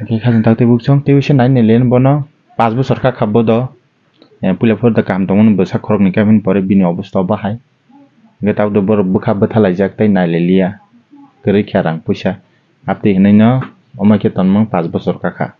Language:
Kok Borok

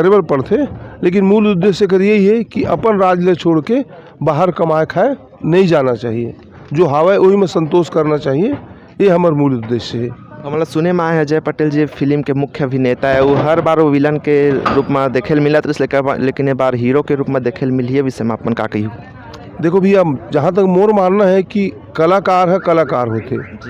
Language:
Chhattisgarhi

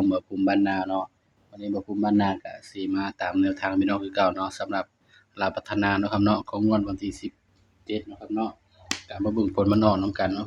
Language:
Northeastern Thai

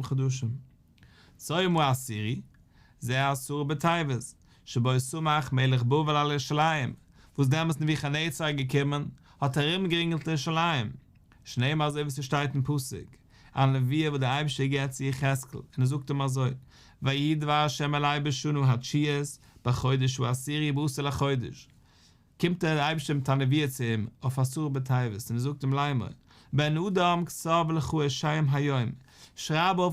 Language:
Yiddish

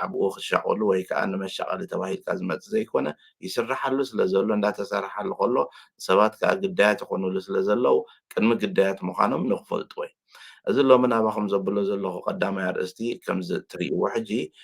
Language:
Tigrinya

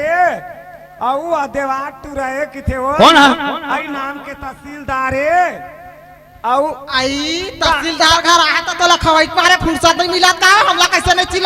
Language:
Chhattisgarhi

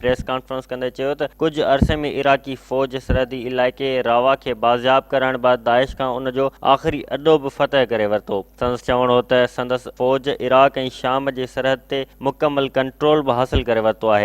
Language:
Sindhi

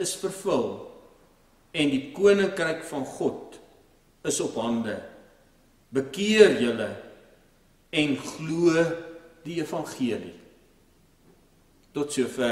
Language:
Afrikaans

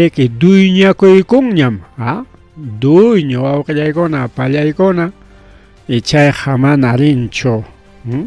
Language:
Ayacucho Quechua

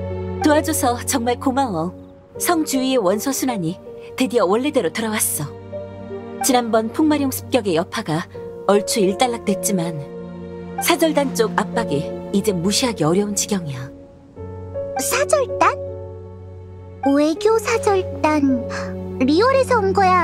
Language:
Korean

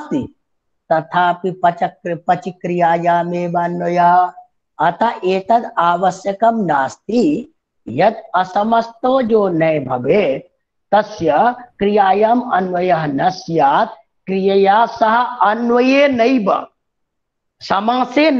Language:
Sanskrit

